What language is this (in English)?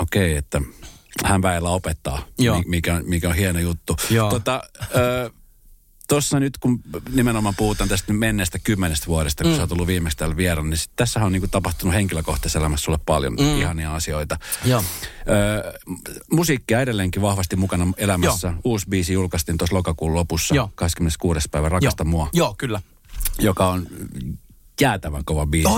Finnish